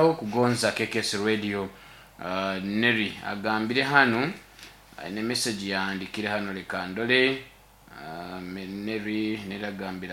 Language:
Nyoro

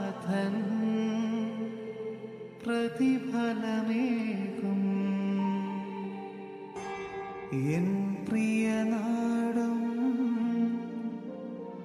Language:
Malayalam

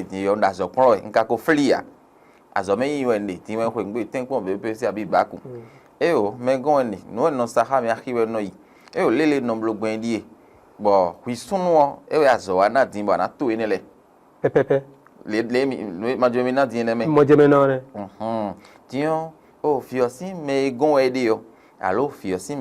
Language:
Fon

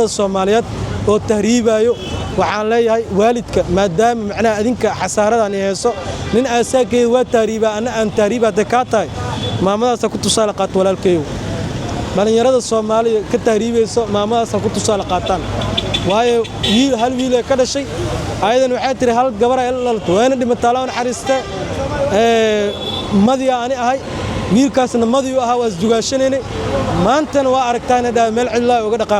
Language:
Somali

